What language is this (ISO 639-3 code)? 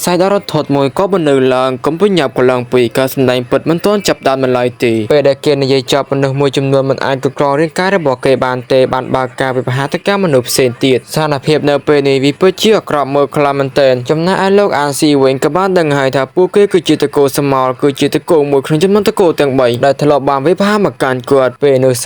khm